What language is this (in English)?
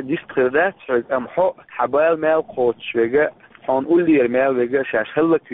Chechen